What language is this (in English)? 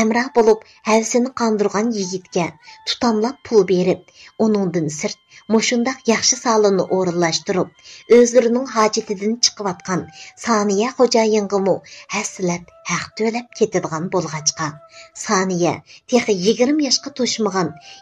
Uyghur